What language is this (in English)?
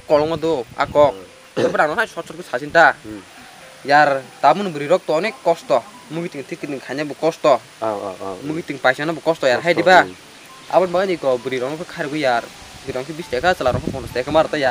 Kok Borok